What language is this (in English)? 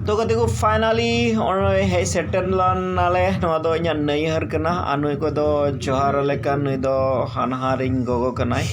Santali